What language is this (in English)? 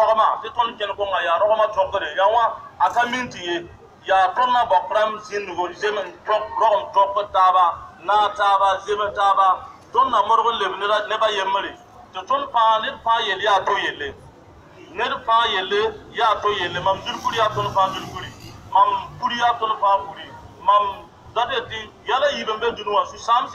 Mossi